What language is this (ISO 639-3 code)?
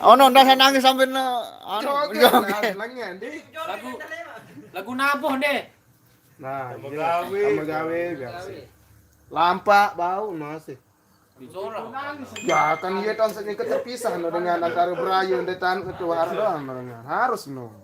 sas